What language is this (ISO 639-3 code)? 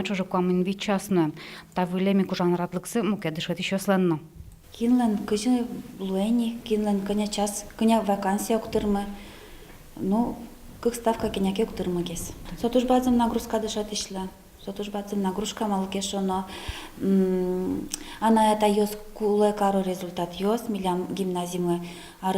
udm